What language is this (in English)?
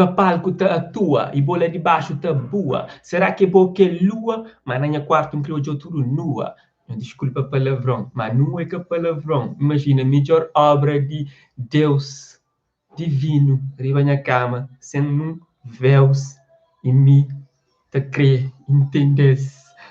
Kabuverdianu